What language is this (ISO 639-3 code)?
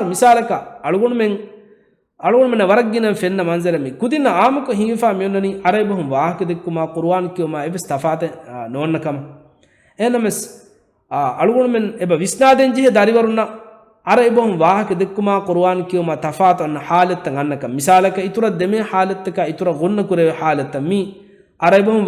div